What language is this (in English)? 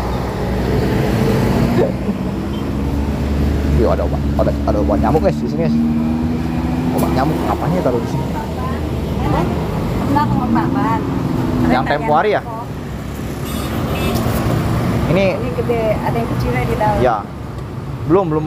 Indonesian